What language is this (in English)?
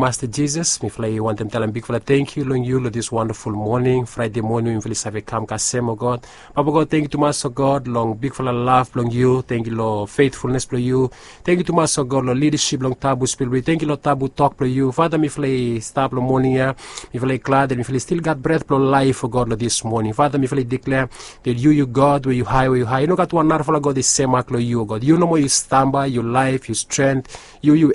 Bislama